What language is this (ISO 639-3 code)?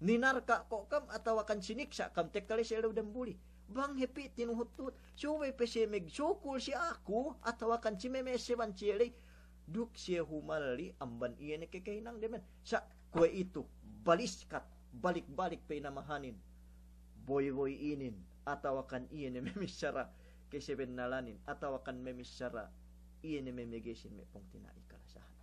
yka